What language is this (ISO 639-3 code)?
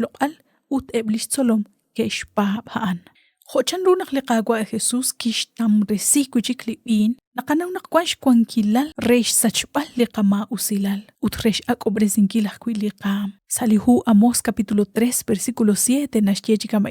kek